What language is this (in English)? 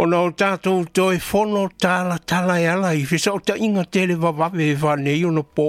Samoan